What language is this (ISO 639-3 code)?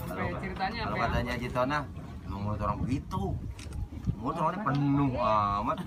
bew